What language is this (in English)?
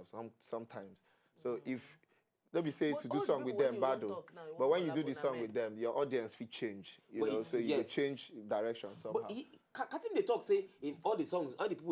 Nigerian Pidgin